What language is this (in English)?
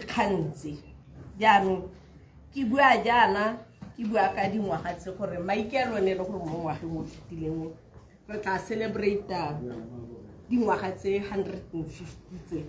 Tswana